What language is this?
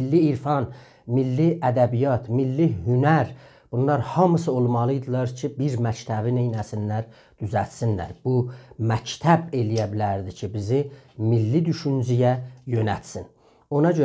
South Azerbaijani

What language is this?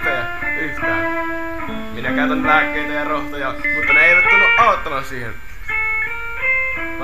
Finnish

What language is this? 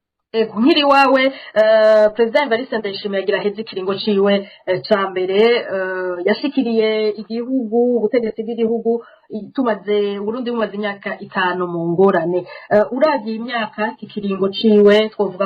Rundi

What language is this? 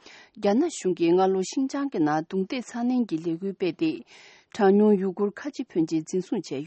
Tibetan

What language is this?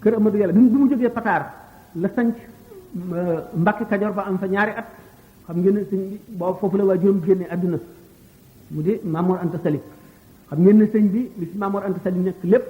Wolof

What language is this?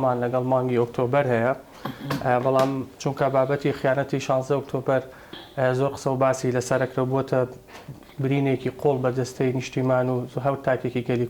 Central Kurdish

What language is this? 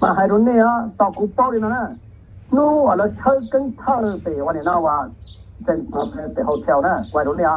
Hmong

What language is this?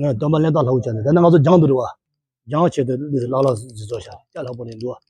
Tibetan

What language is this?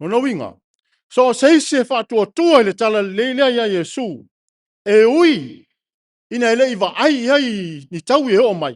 Samoan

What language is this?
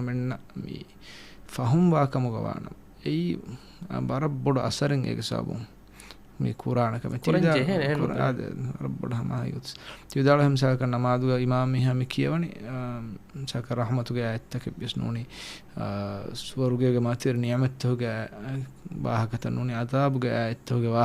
Divehi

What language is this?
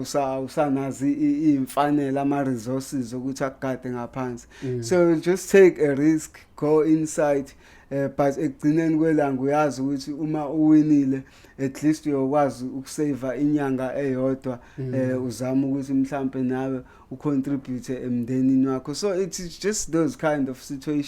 Zulu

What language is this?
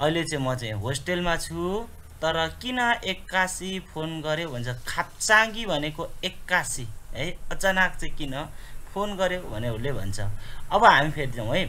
Nepali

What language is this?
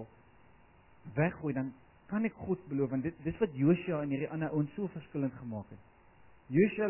Afrikaans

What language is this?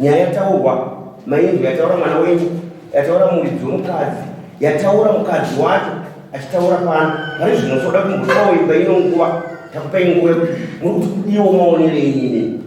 Shona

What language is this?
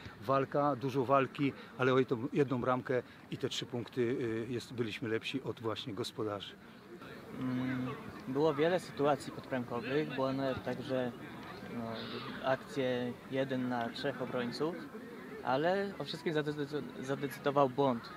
Polish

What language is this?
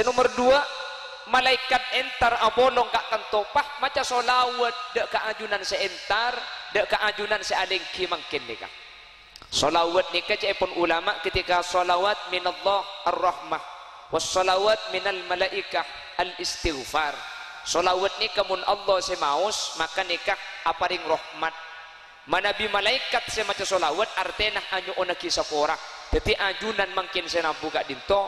Madurese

